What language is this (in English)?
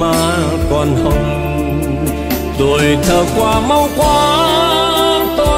Vietnamese